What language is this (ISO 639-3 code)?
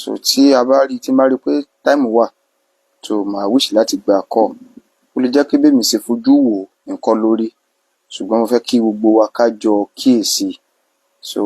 yor